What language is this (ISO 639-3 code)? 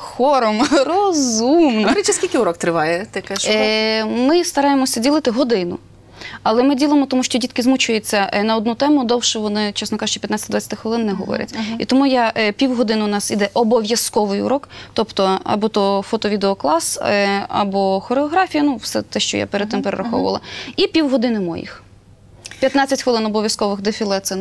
ukr